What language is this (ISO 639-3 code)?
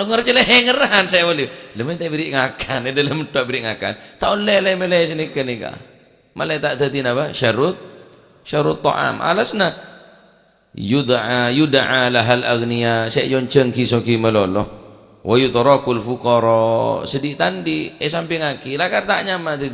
mad